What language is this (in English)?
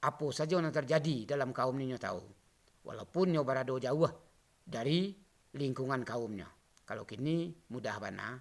Minangkabau